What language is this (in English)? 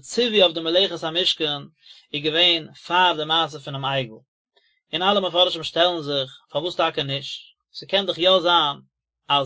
Yiddish